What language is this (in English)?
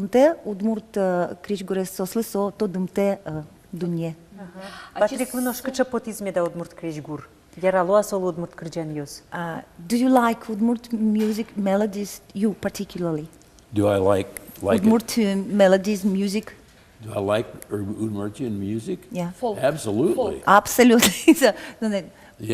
Udmurt